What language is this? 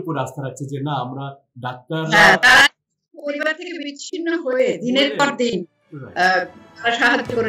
Bangla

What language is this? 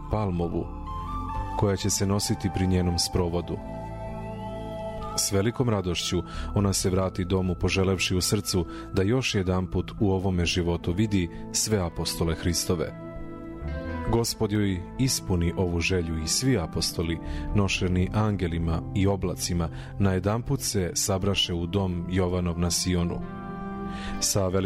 Serbian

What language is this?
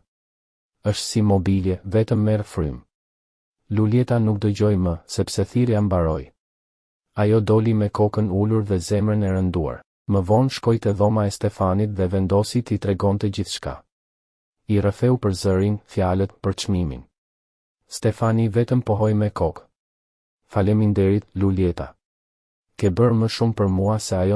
Albanian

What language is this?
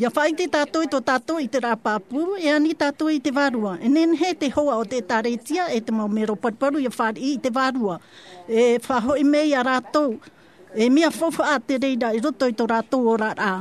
Tahitian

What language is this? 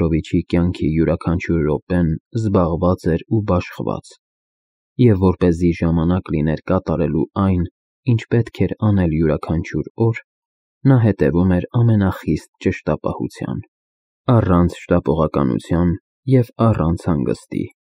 Armenian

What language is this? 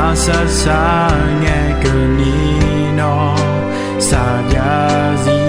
Akha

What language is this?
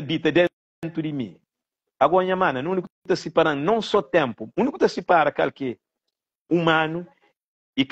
Kabuverdianu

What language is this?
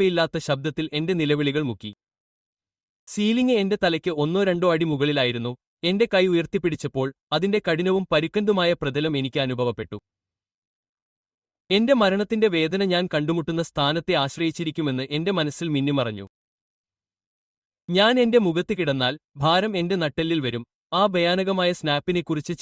Malayalam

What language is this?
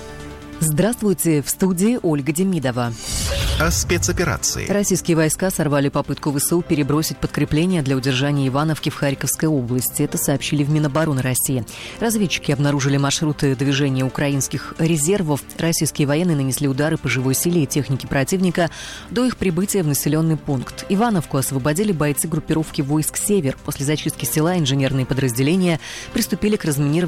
Russian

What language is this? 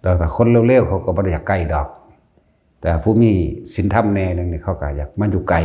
Northeastern Thai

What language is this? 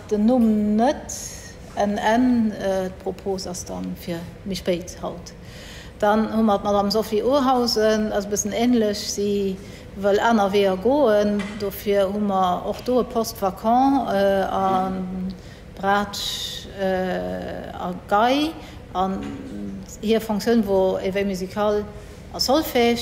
Luxembourgish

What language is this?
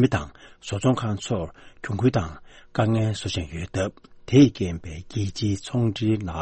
Tibetan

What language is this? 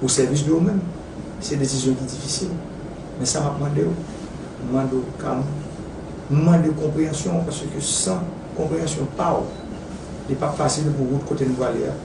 Haitian Creole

